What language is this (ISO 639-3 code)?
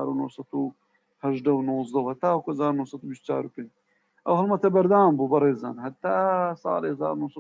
ckb